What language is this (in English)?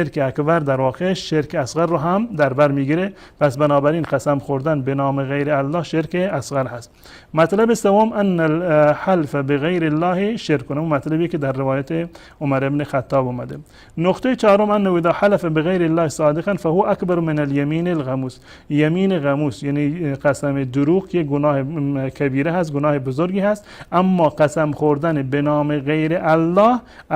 Persian